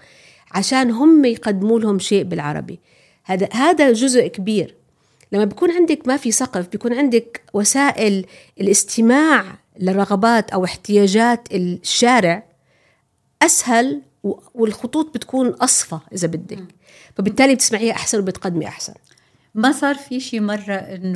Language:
North Levantine Arabic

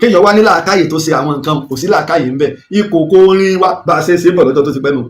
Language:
Yoruba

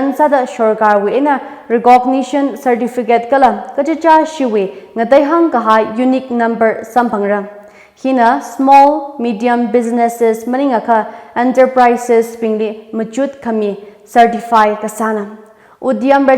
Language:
Tangkhul Naga (India)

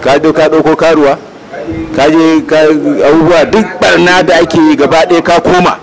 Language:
Hausa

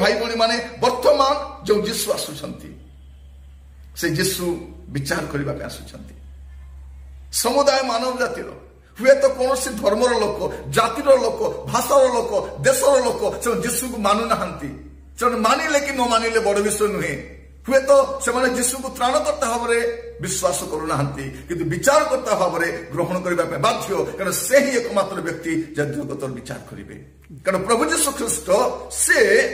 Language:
Odia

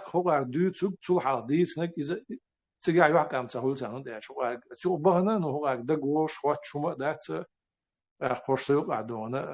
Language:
Chechen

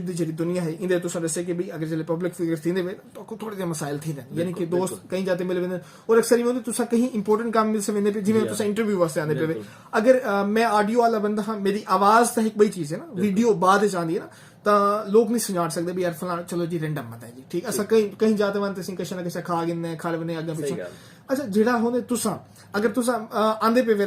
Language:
Saraiki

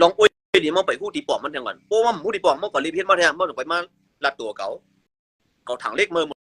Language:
Shan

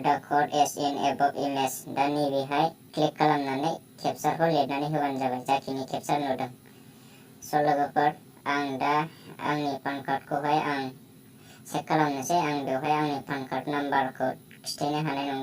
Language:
Bodo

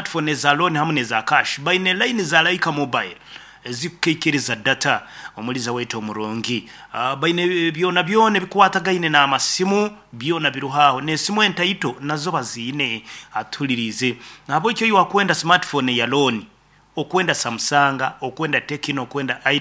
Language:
Nyankole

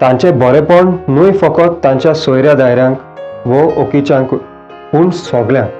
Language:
Konkani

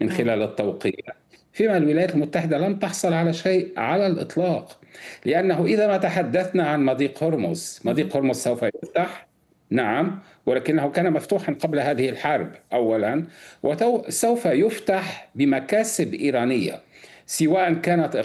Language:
Arabic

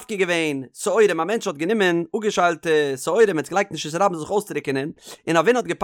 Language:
Yiddish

